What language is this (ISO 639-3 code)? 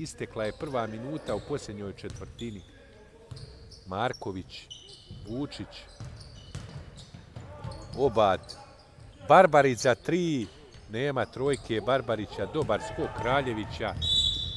bos